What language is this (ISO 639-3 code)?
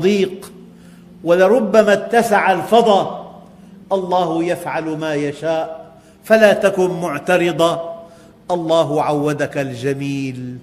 ara